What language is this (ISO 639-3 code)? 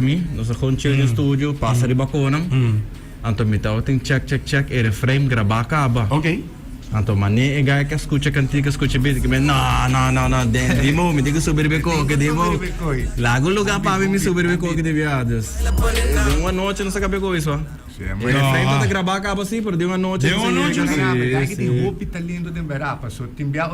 pap